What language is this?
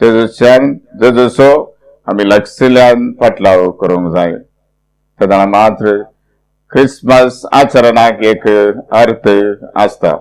Konkani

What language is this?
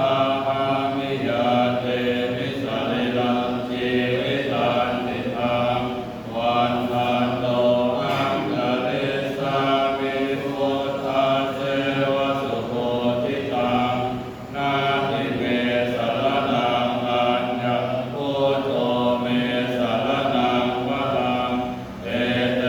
Pali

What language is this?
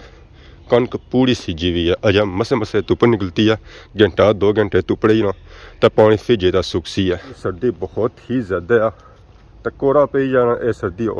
Pahari-Potwari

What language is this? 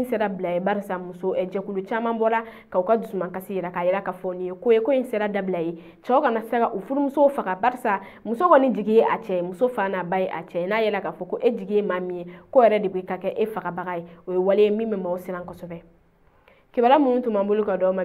Bambara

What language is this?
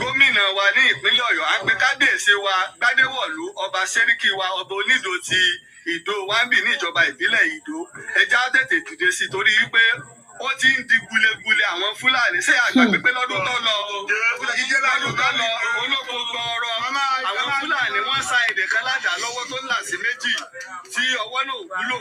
Yoruba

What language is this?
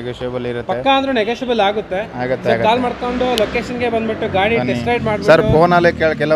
Kannada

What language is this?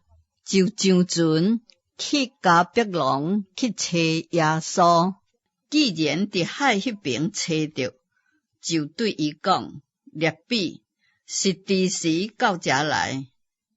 Min Nan Chinese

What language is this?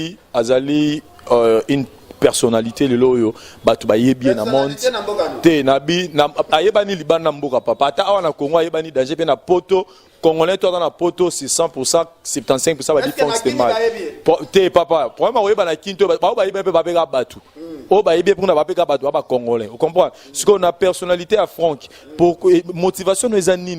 Lingala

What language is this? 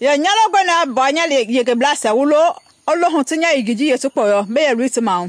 Mende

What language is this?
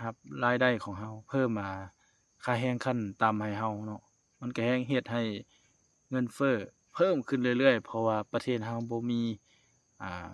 Lao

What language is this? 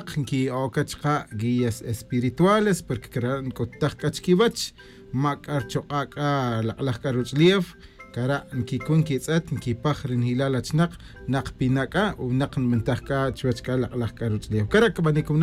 Tz'utujil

